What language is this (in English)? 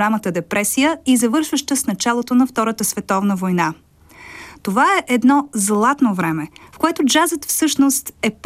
Bulgarian